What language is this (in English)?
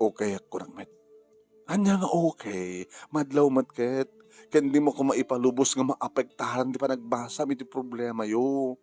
Iloko